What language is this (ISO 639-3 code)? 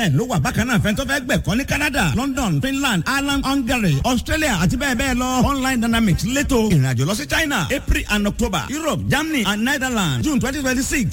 yor